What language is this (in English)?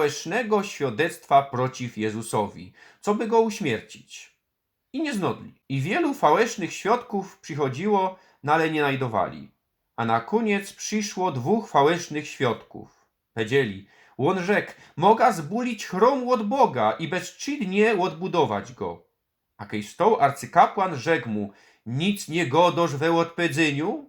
Silesian